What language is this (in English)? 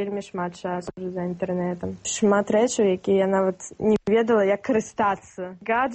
Belarusian